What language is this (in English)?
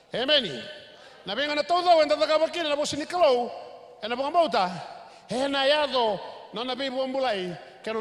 Fijian